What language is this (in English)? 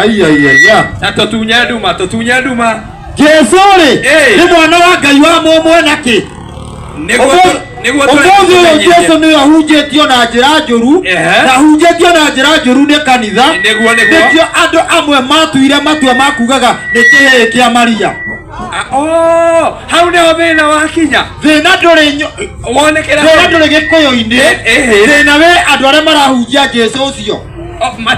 Kikuyu